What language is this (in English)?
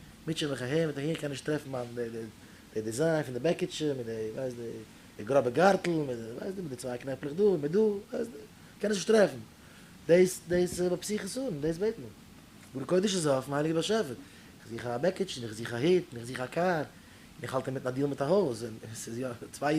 Yiddish